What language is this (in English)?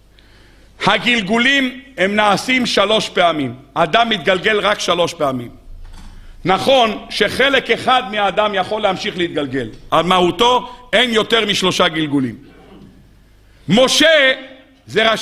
Hebrew